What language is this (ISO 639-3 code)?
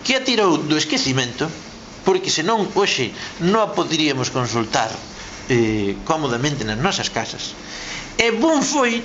glg